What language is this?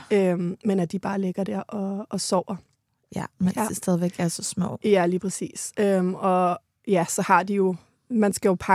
Danish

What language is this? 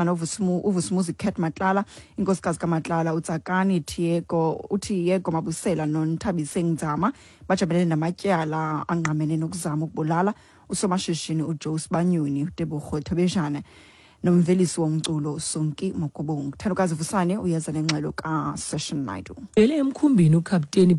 Xhosa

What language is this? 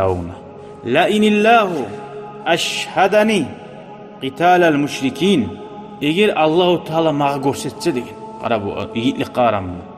Kumyk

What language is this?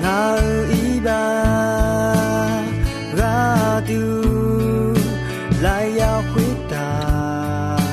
Akha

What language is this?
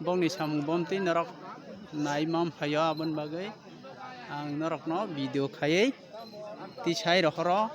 Kok Borok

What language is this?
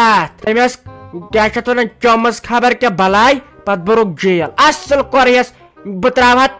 Kashmiri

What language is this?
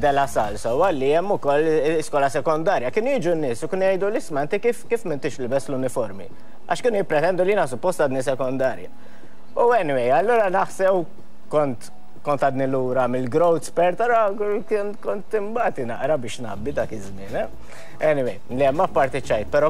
Maltese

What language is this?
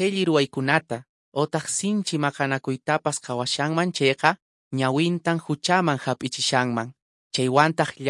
Quechua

